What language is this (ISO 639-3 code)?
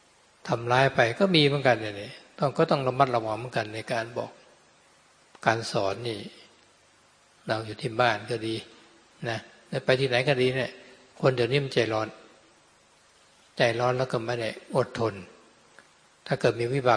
tha